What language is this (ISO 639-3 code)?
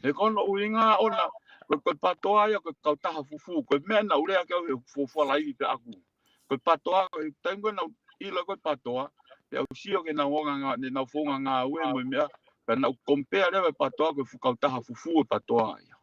ton